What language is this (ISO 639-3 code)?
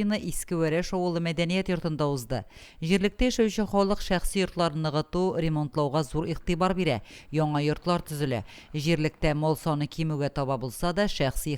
tat